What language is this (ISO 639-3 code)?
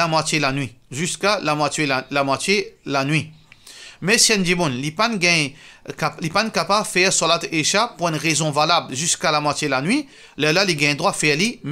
mfe